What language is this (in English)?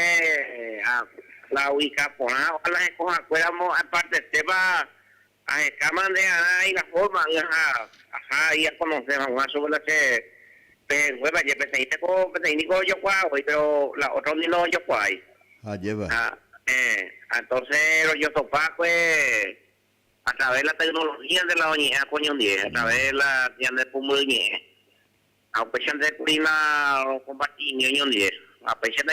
Guarani